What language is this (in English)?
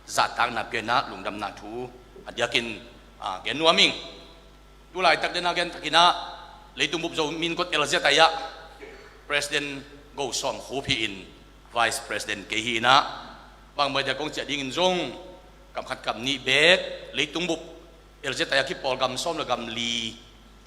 Tedim Chin